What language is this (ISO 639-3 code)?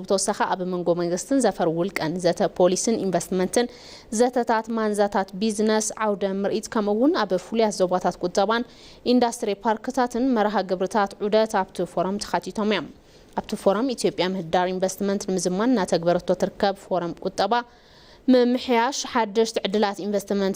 tir